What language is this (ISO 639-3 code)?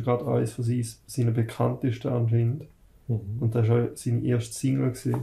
deu